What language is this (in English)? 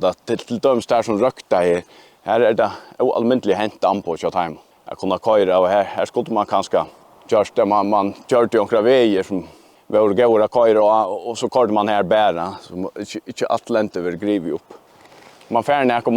Faroese